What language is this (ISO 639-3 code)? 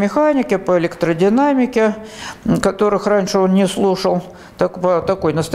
rus